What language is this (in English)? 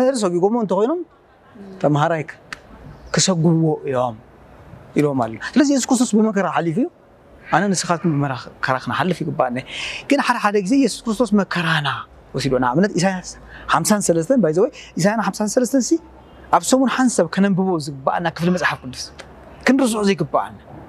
Tigrinya